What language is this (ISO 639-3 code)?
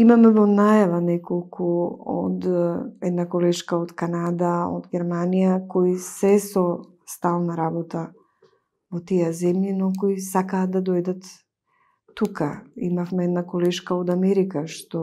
mkd